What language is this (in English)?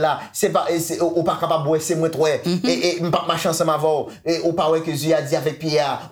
Haitian Creole